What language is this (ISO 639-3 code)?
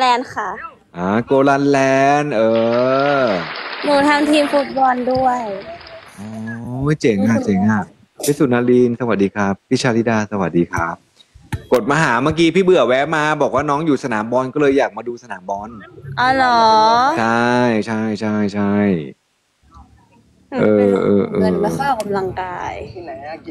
tha